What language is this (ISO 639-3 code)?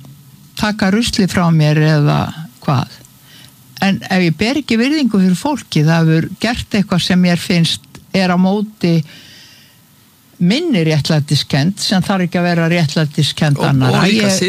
isl